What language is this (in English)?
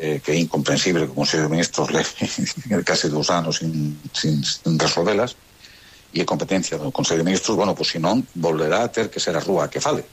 Galician